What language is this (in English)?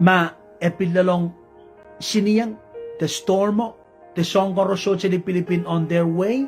Pohnpeian